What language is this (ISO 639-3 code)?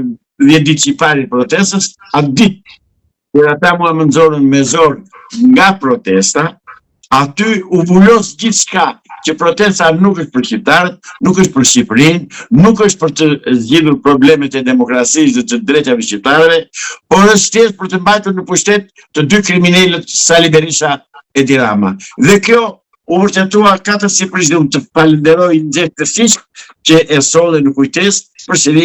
sqi